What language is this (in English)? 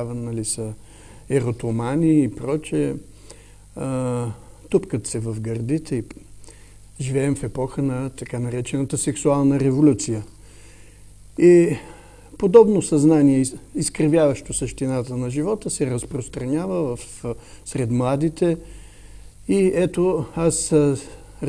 Bulgarian